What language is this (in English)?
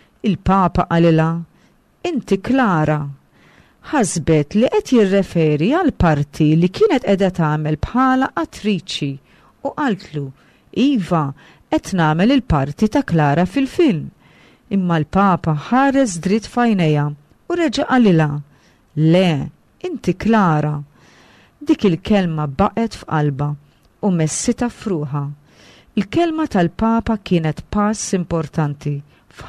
Maltese